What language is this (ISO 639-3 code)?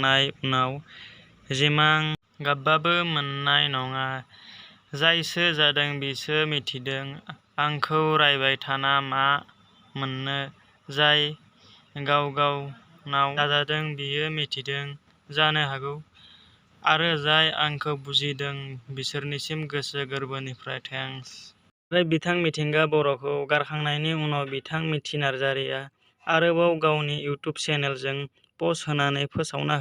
brx